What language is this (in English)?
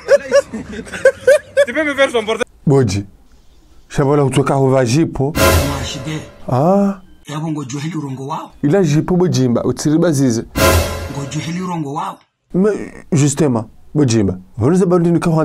Ngazidja Comorian